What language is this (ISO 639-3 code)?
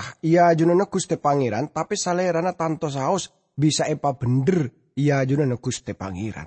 mad